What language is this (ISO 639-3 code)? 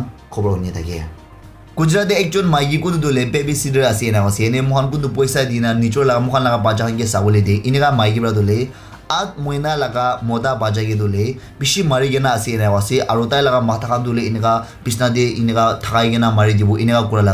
nag